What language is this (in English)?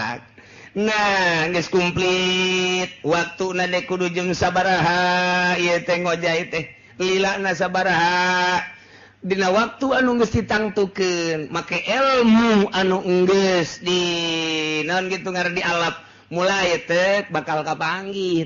Sundanese